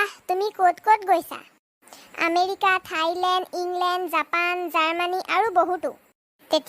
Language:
Assamese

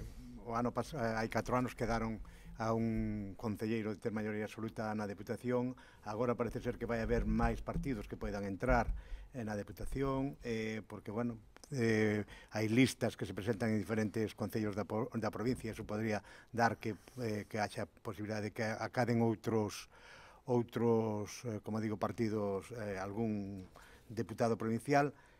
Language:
Galician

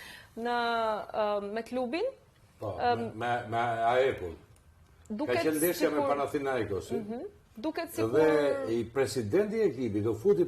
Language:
Albanian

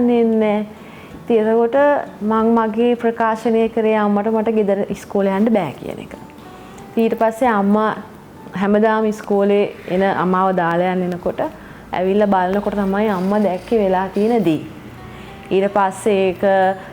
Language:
Sinhala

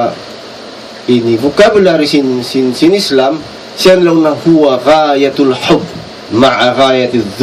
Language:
Tausug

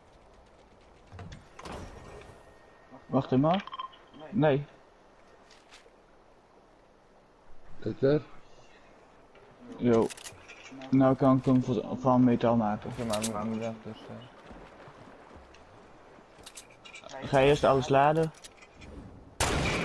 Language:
Dutch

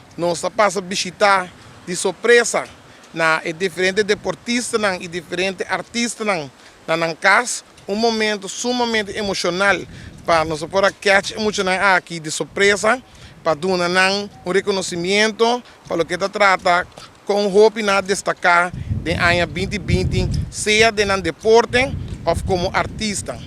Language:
Papiamento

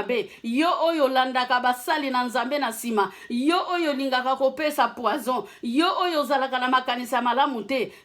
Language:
Lingala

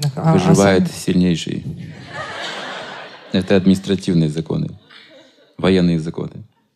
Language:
Russian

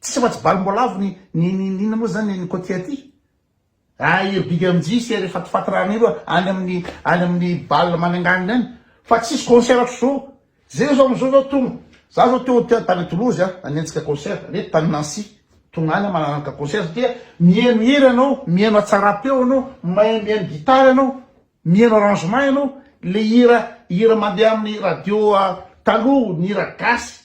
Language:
Malagasy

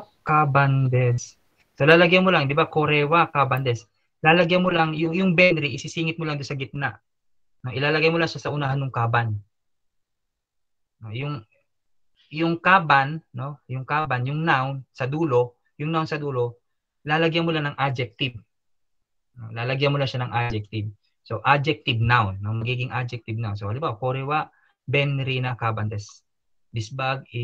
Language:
Filipino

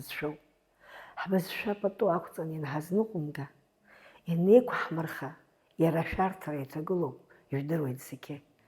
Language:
Abkhazian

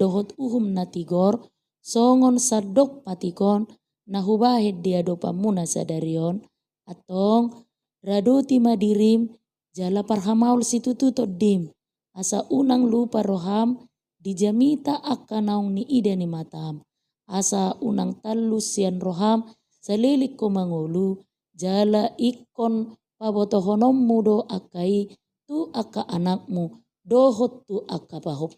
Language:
Batak Toba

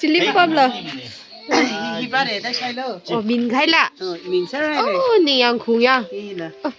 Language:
Tangkhul Naga (India)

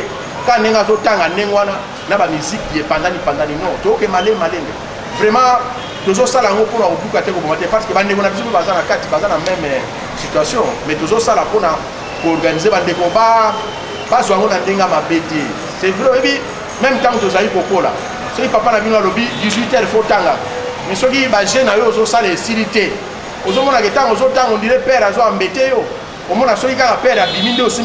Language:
Lingala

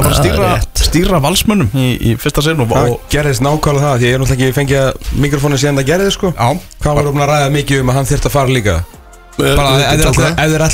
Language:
Icelandic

